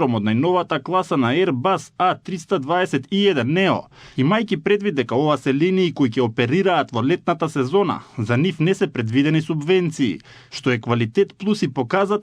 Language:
Macedonian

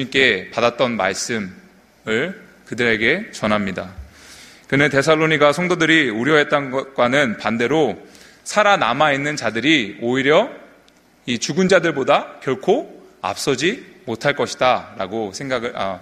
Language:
Korean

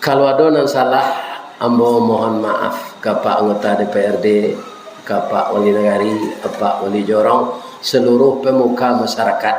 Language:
Minangkabau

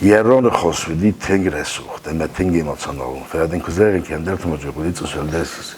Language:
Ossetic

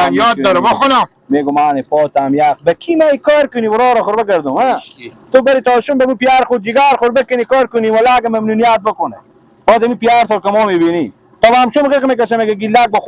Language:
Persian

